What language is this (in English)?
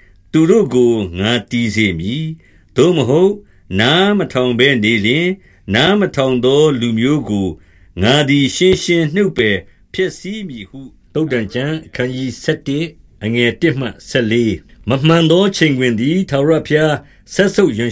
Burmese